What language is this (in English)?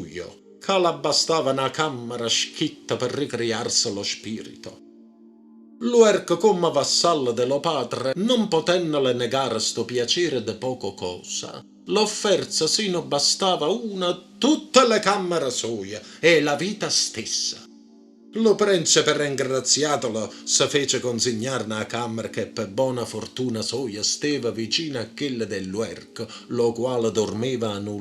Neapolitan